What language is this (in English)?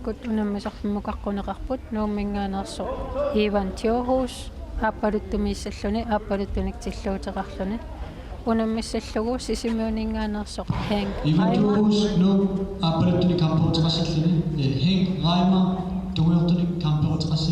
Kalaallisut